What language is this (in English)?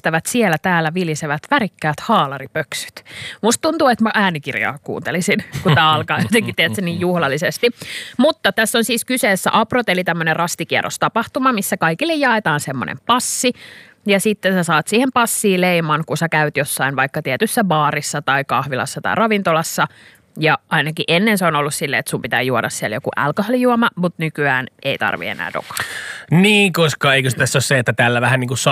Finnish